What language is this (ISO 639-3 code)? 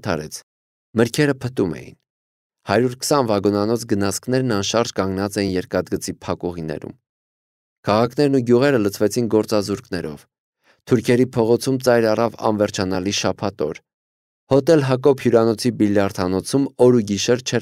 hye